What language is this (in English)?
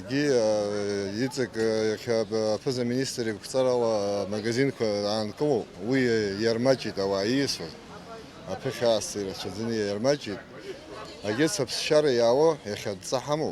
Abkhazian